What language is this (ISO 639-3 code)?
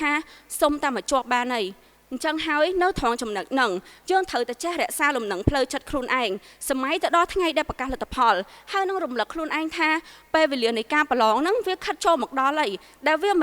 khm